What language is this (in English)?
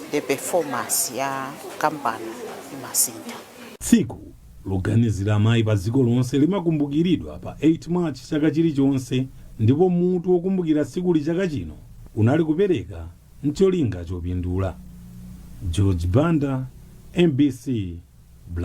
Nyanja